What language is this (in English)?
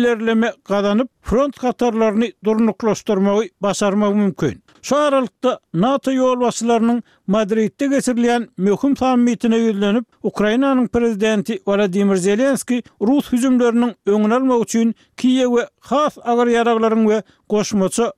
Turkmen